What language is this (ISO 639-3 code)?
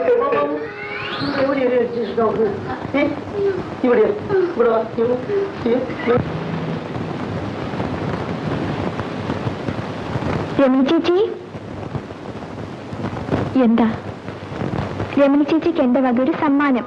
mal